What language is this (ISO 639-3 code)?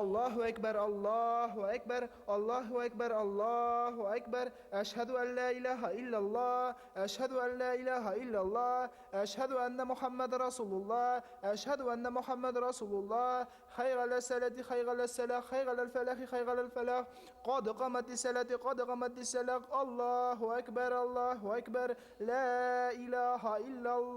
bak